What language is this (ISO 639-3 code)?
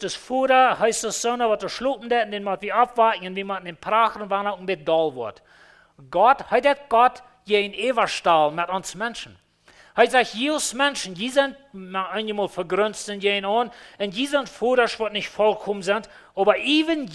pdt